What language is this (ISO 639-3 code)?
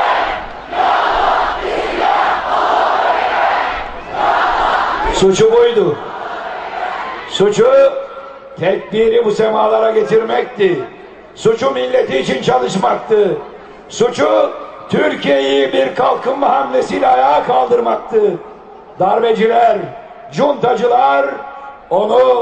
tur